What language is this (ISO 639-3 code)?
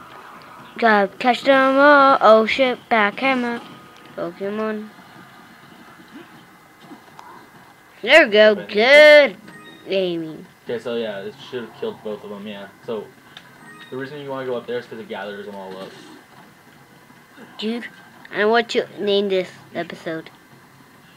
eng